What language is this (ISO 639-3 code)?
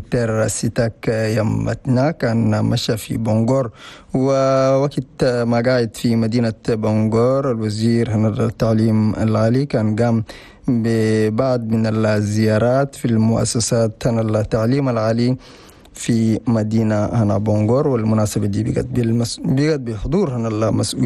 shu